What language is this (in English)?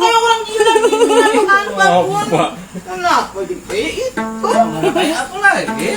Banjar